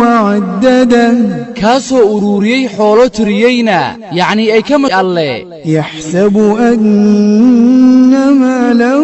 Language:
Somali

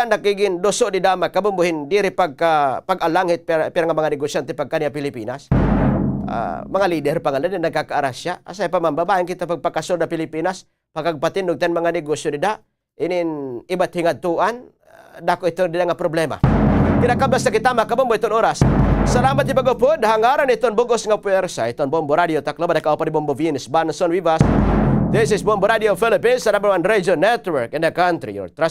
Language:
Waray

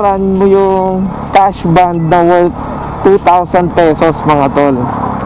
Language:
Filipino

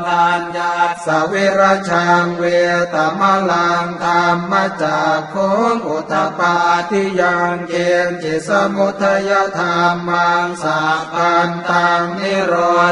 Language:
Pali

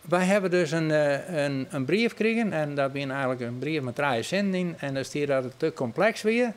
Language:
Western Frisian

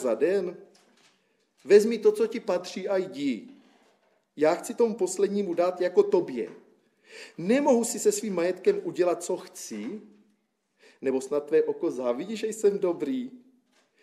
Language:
Czech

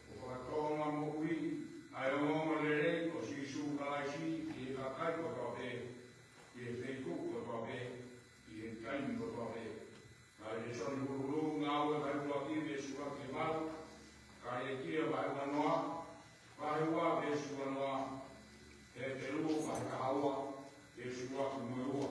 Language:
Tongan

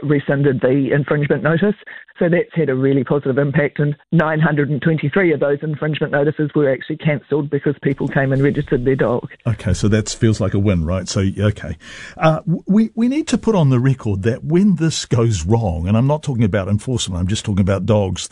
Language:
English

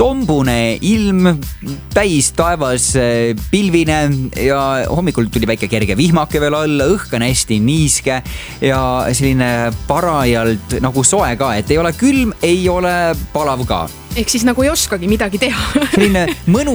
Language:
Estonian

